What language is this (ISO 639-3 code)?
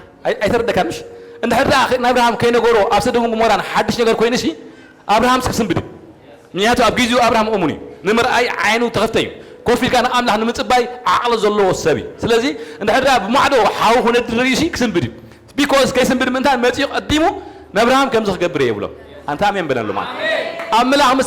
tir